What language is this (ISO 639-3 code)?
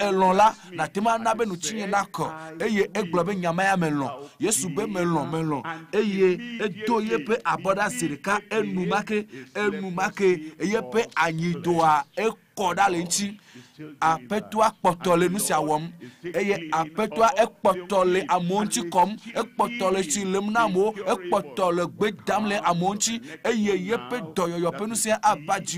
ewe